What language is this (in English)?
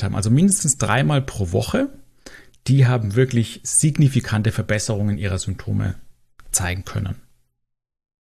German